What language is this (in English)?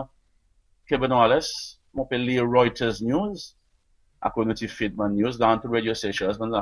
Seselwa Creole French